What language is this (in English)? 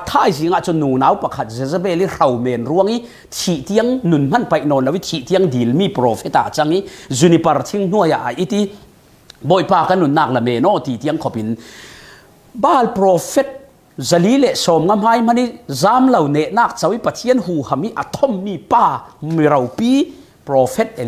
Falam Chin